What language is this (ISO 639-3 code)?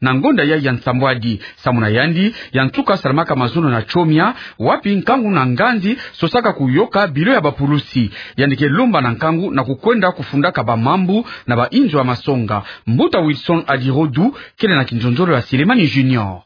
ktu